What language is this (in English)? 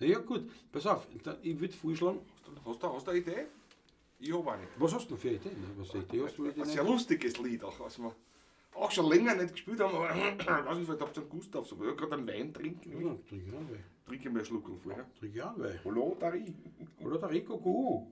Bavarian